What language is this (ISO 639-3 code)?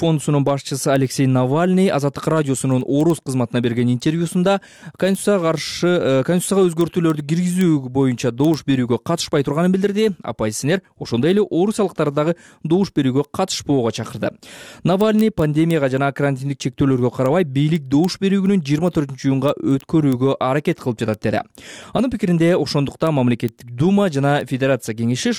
kir